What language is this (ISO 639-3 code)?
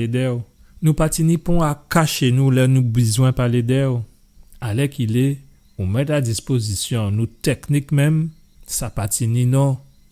gcf